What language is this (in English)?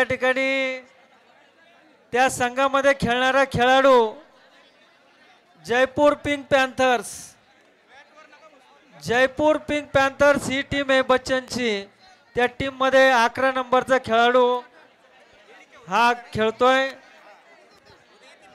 Marathi